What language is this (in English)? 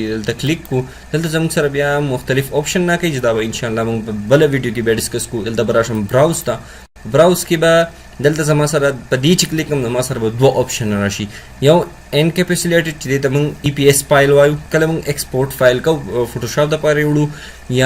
Pashto